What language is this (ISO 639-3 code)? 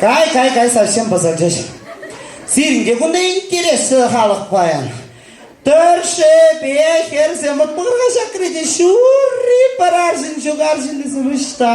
chv